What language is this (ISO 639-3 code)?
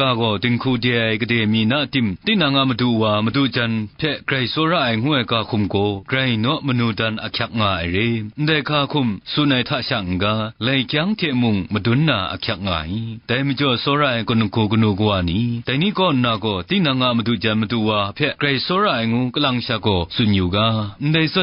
kac